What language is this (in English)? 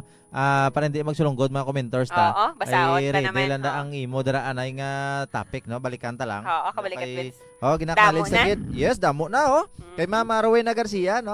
Hiligaynon